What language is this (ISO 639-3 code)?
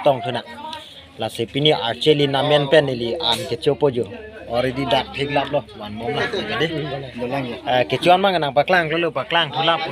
mjw